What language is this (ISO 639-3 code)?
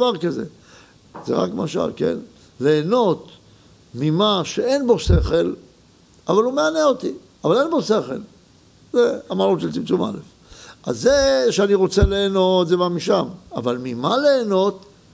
heb